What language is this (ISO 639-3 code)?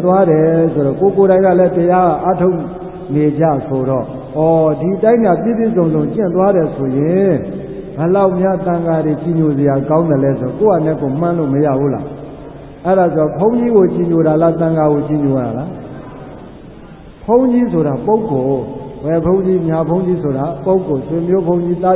mya